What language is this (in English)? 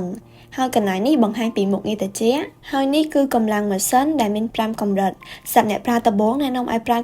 Khmer